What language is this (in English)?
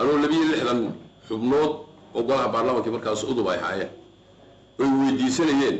Somali